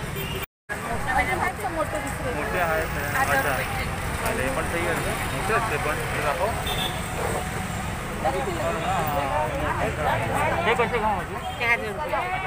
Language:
Marathi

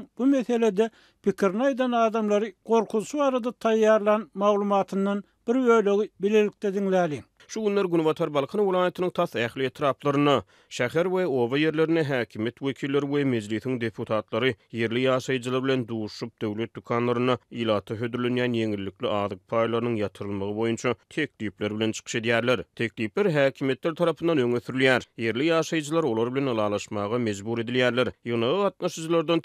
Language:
Turkmen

